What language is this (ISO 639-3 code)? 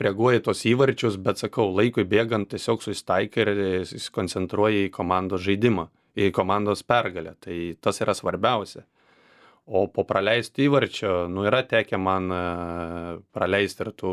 lit